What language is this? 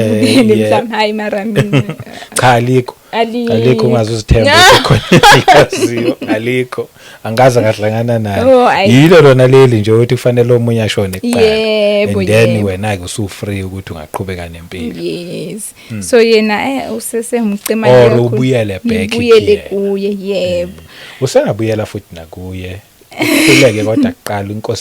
Zulu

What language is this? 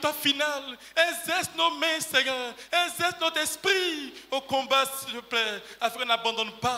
French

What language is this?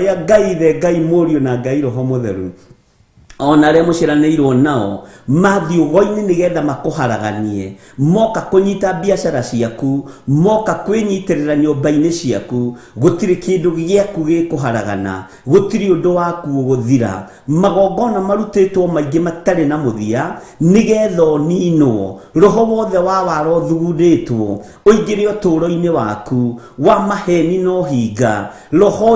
Kikuyu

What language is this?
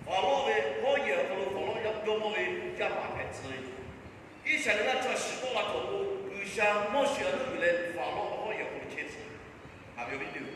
Lahu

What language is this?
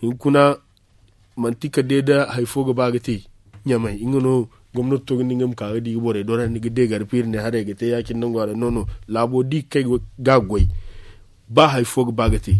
Zarma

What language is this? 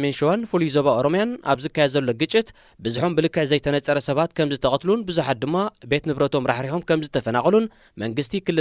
Tigrinya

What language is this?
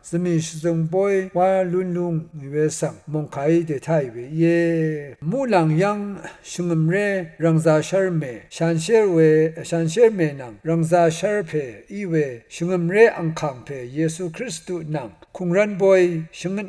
Rawang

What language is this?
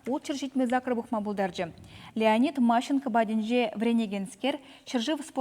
Chuvash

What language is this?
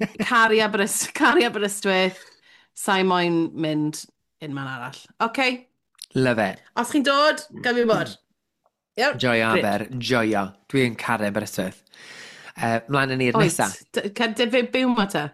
Welsh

